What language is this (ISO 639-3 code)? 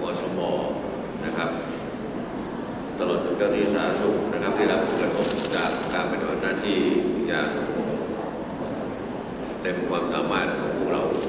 tha